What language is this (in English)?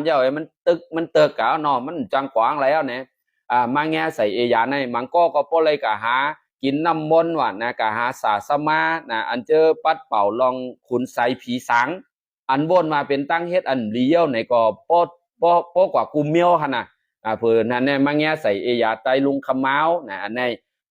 Shan